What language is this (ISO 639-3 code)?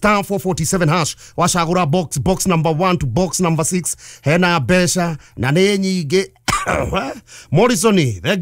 kik